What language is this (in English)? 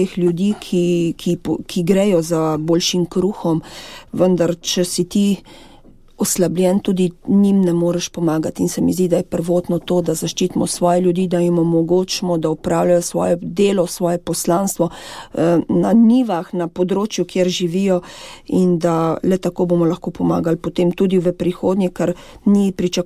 Slovenian